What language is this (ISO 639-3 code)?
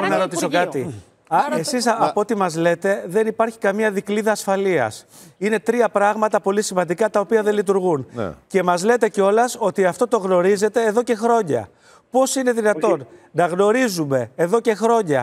ell